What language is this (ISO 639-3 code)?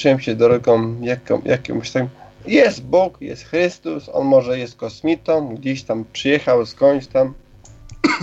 pol